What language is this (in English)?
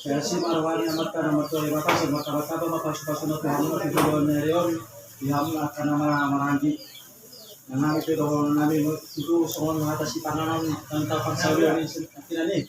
Batak Toba